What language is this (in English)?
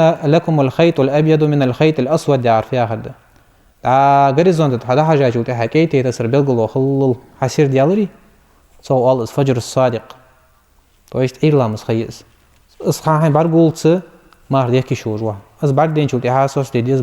Ingush